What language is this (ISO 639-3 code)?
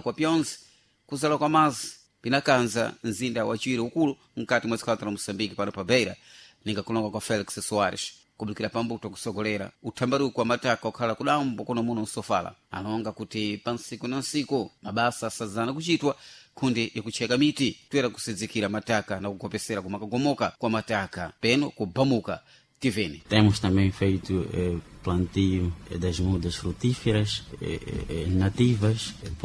seh